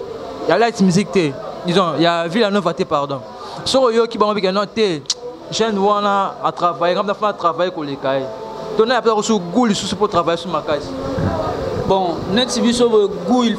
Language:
Lingala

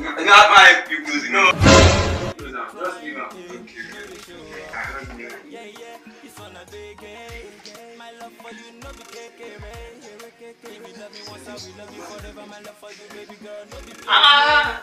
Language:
Nigerian Pidgin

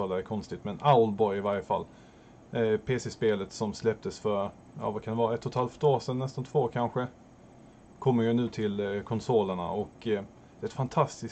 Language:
Swedish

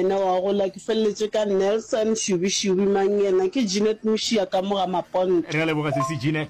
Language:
Northern Sotho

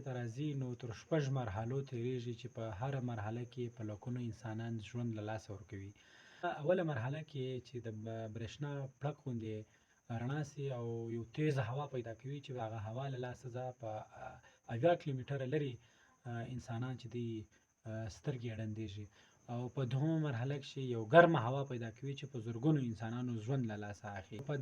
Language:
Pashto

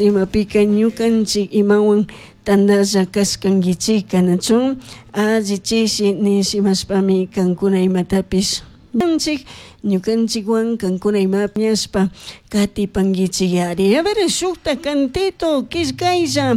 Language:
Chimborazo Highland Quichua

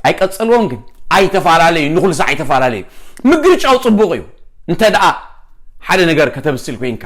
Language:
Tigrinya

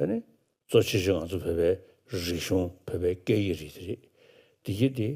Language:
Tibetan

